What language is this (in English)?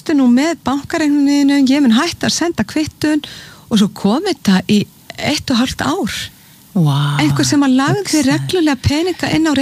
Icelandic